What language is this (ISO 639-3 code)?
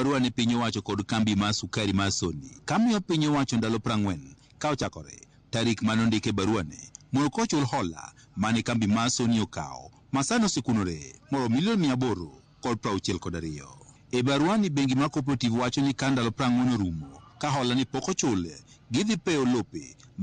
luo